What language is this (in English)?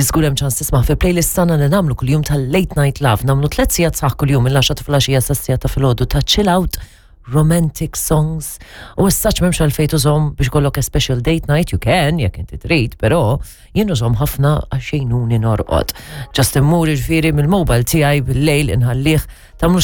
Maltese